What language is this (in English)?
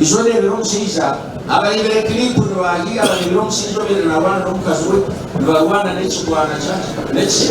Nyankole